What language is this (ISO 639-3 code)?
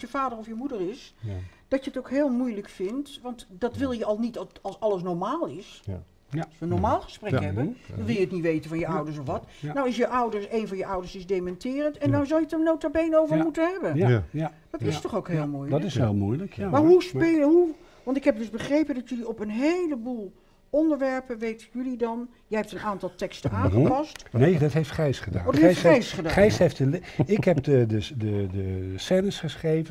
nld